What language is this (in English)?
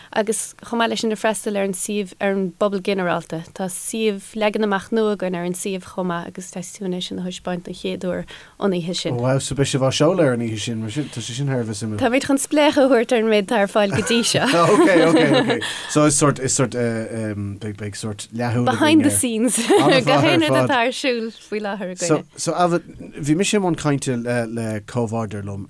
Irish